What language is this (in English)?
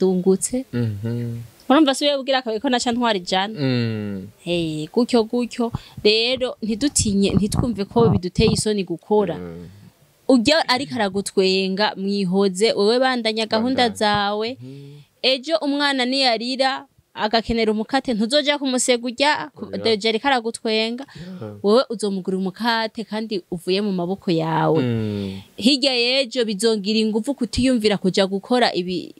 Rundi